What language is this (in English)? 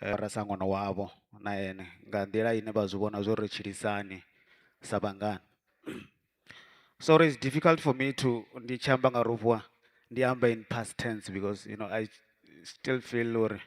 Venda